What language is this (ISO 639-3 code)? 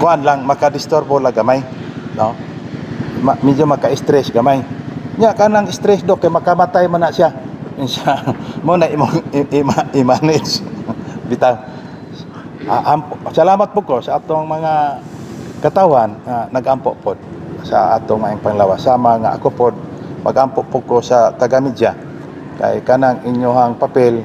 ceb